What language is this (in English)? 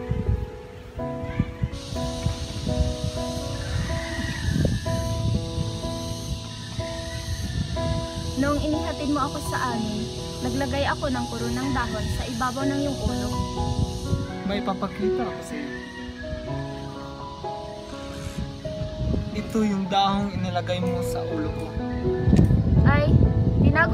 Filipino